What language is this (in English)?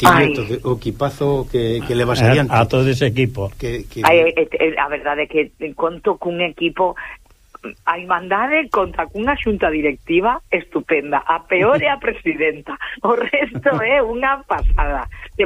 Galician